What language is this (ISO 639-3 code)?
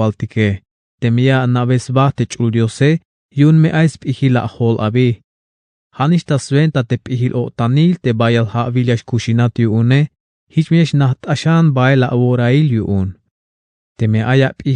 tzh